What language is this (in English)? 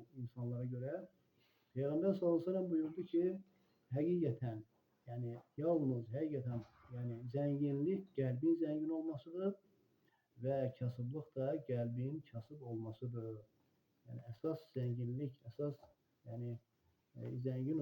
Azerbaijani